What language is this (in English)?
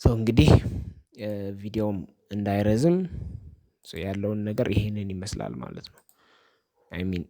Amharic